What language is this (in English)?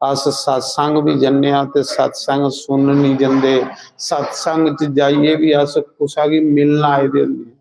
Dogri